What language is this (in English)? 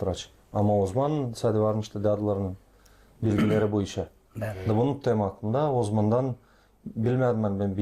Gagauz